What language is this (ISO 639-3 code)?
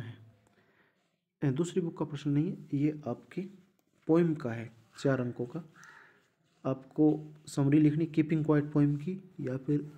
hin